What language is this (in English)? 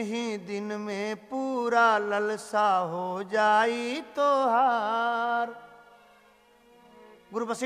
Bhojpuri